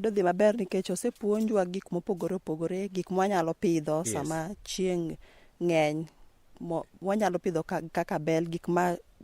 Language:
Luo (Kenya and Tanzania)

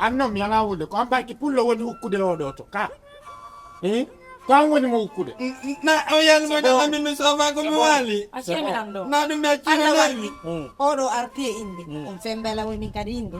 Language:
Fula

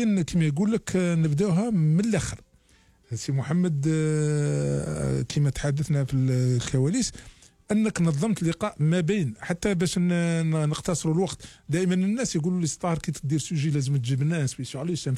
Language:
Algerian Arabic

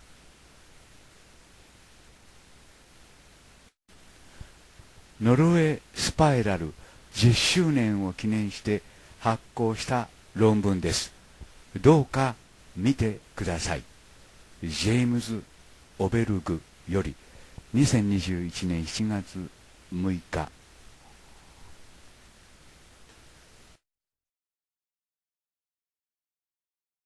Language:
Japanese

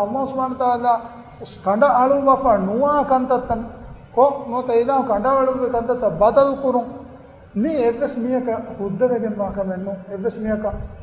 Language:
Divehi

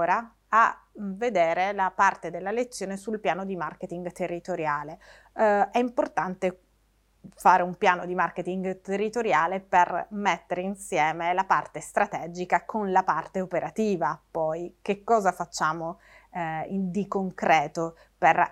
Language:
Italian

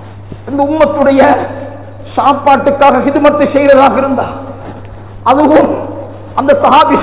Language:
Tamil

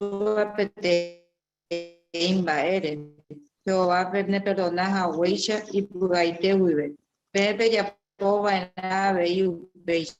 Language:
Guarani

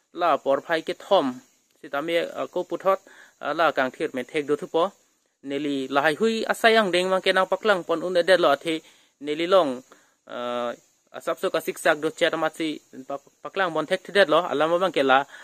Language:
Karbi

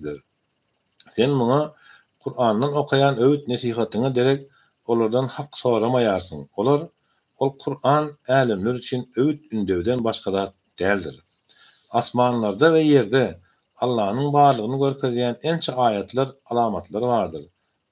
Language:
Turkmen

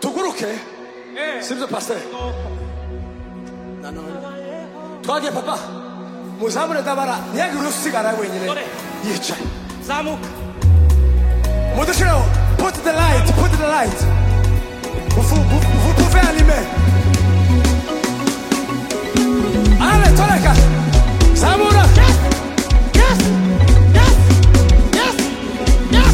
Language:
Kinyarwanda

